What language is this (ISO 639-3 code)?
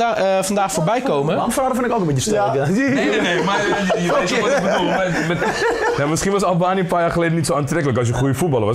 nld